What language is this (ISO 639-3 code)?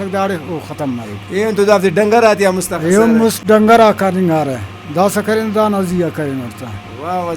brh